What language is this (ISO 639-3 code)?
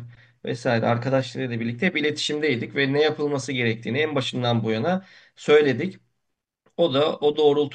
tur